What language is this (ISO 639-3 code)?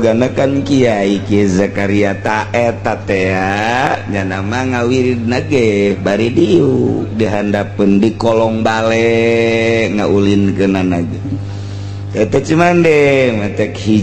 sun